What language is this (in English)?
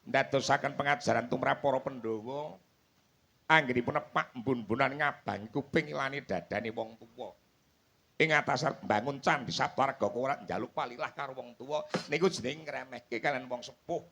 Javanese